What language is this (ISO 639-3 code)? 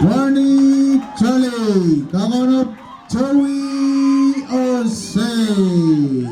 pon